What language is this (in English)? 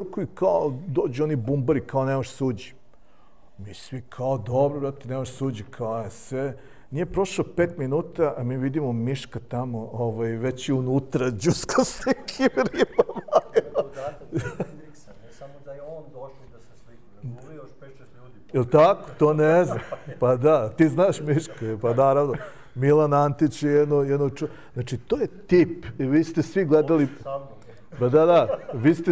Serbian